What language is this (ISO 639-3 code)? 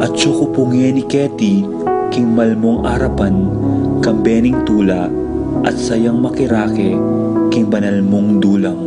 pam